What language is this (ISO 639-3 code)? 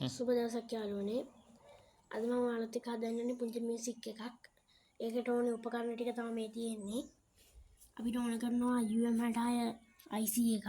sin